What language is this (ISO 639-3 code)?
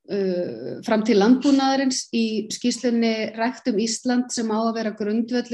isl